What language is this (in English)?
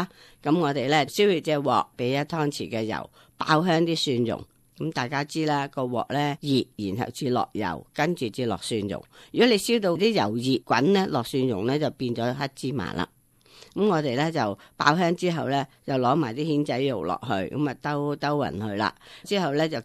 Cantonese